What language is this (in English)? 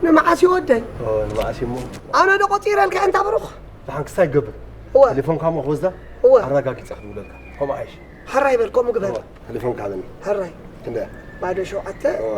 Tigrinya